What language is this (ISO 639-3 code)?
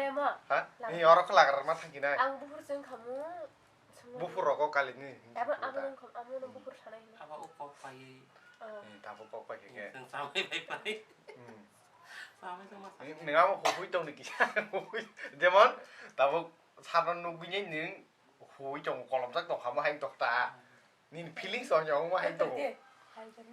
trp